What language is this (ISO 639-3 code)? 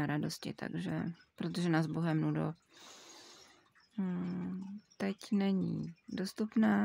ces